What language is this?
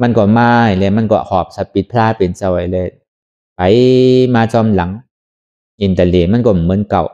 Shan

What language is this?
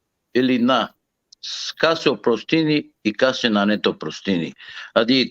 Balkan Romani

